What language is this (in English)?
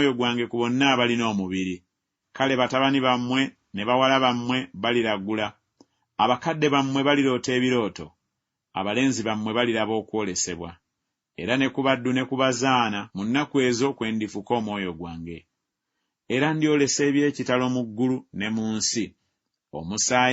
Ganda